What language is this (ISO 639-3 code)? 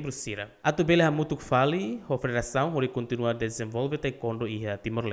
tet